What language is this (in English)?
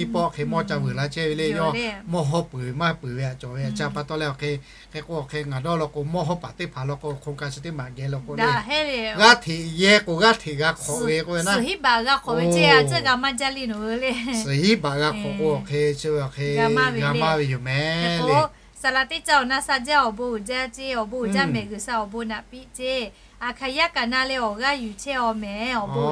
Lahu